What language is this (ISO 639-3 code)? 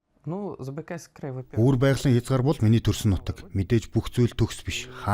mon